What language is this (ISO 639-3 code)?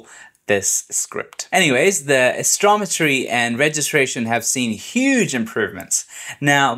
eng